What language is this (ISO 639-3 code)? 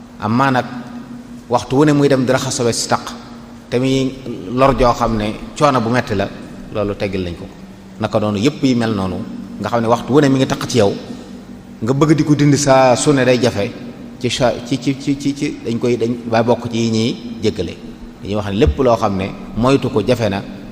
wol